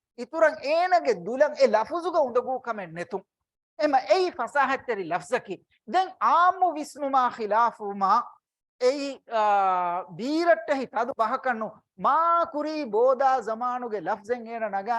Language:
Divehi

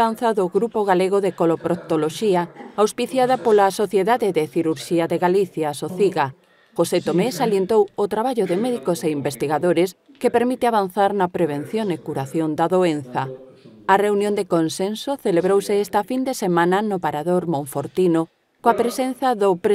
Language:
Galician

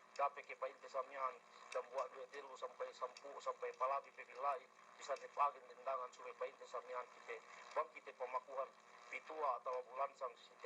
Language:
Yakan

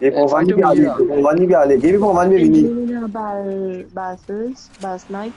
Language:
Morisyen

